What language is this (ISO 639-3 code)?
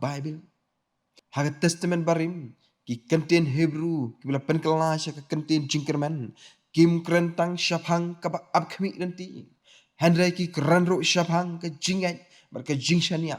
kha